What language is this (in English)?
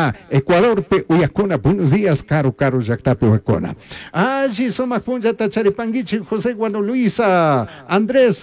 Chimborazo Highland Quichua